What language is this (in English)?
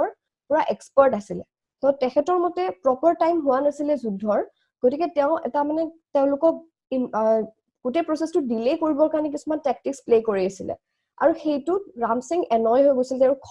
Assamese